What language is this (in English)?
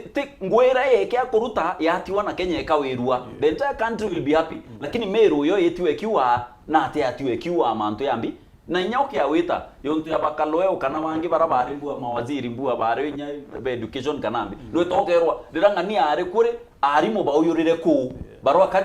Meru